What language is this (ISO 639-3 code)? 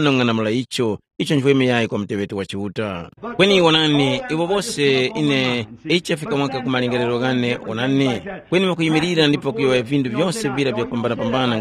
tum